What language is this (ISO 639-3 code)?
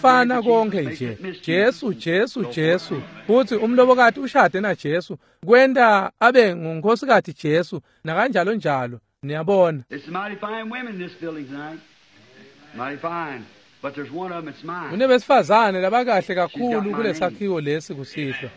ssw